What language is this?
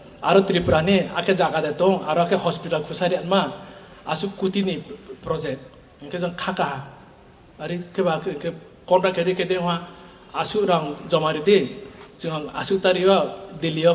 Riang (India)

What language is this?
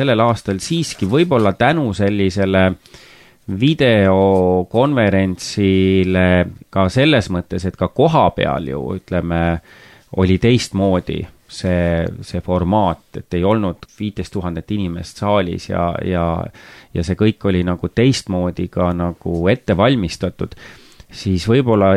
Estonian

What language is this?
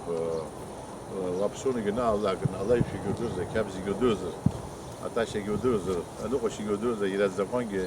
Abkhazian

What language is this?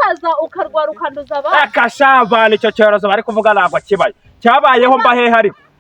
Kinyarwanda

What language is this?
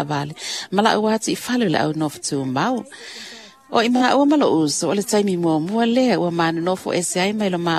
Samoan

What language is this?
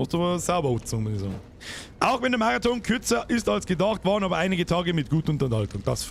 Bavarian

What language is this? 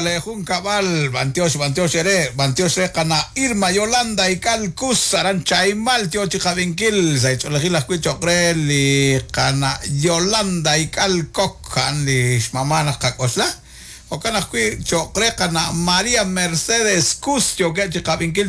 Kekchí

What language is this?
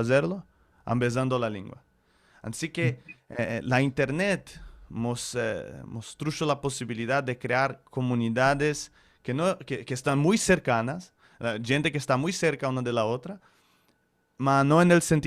Ladino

